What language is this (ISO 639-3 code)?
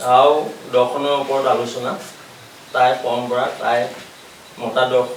asm